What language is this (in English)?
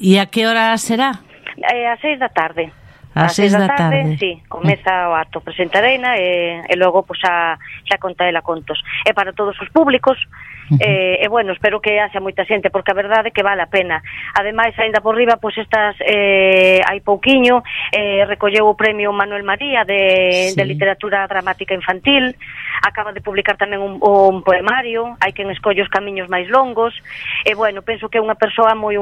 Galician